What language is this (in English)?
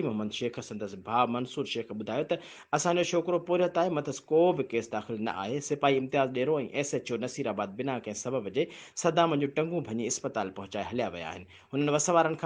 Sindhi